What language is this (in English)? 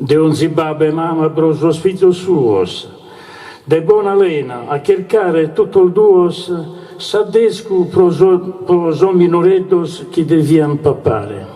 Sardinian